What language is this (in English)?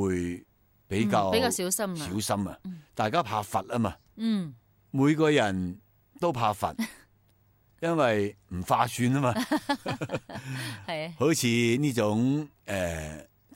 Cantonese